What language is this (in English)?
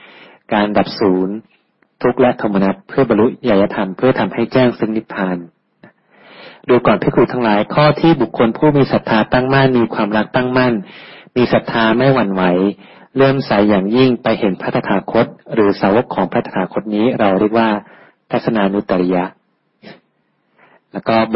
Thai